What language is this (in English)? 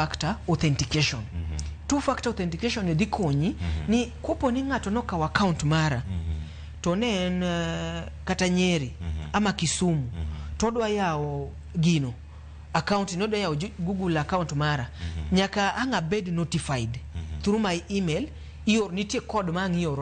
Luo (Kenya and Tanzania)